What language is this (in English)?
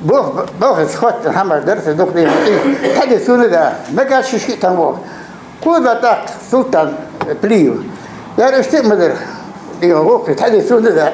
Ingush